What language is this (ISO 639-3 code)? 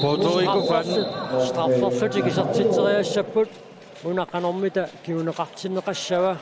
kal